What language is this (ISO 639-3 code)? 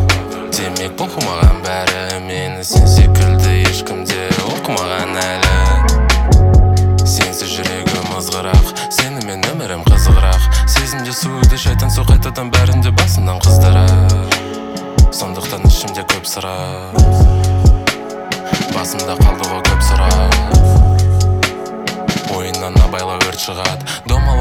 kaz